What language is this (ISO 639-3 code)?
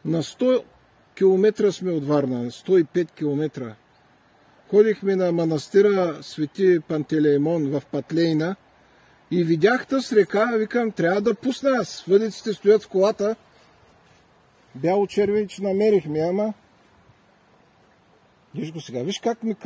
bul